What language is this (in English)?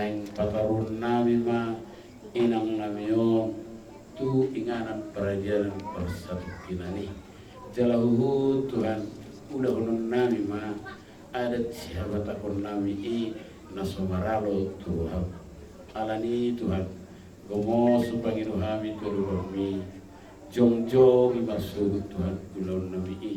Batak Toba